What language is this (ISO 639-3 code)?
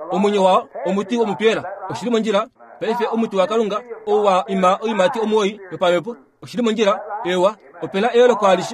kua